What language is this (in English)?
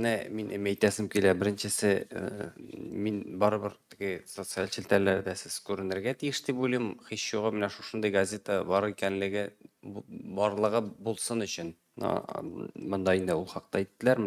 Tatar